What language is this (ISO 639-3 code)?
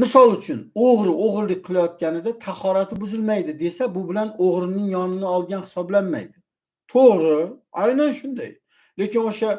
uzb